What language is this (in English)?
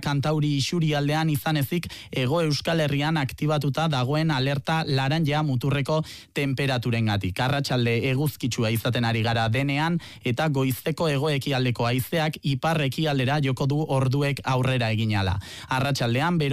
Basque